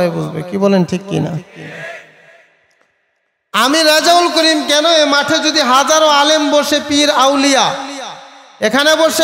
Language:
Bangla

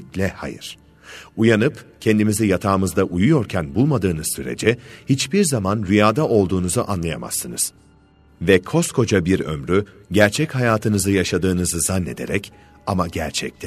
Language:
Turkish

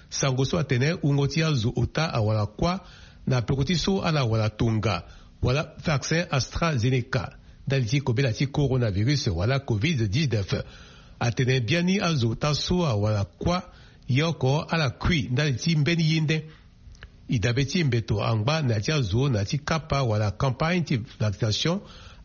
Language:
Sango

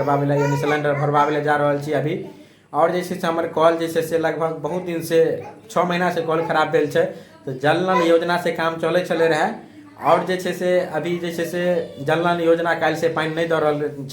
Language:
Maithili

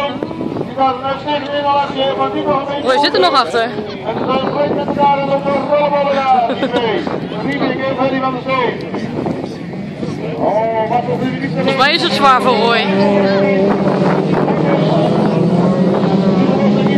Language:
Dutch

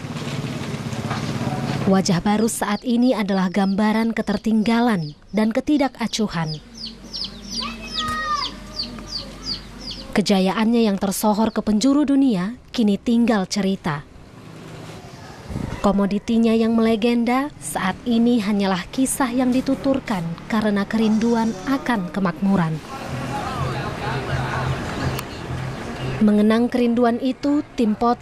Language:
Indonesian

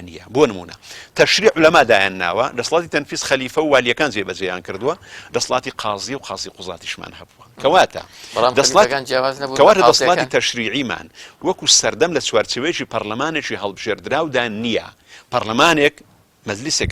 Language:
Central Kurdish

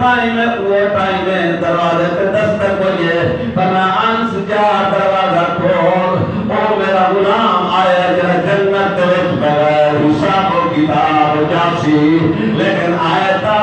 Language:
Saraiki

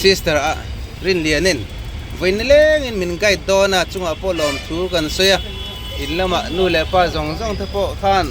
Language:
Mizo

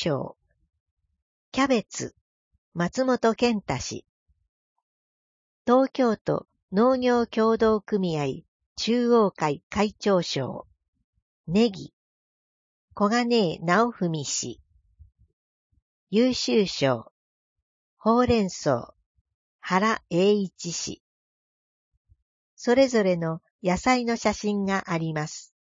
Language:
Japanese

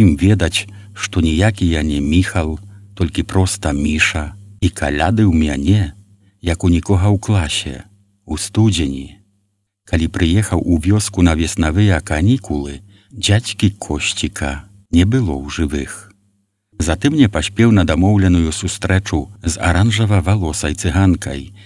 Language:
Belarusian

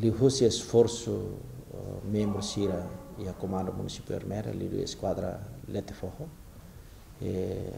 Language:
Tetum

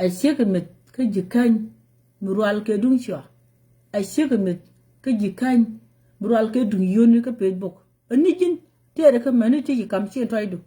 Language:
Nuer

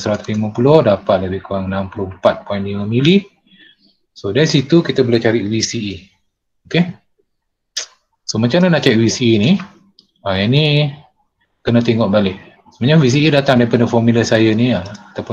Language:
Malay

